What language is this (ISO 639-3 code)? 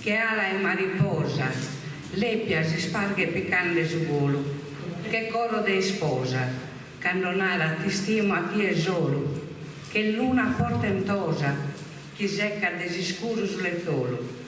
srd